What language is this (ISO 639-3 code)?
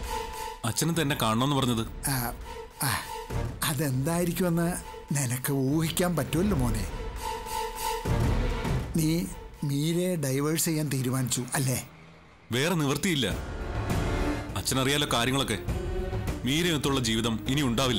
mal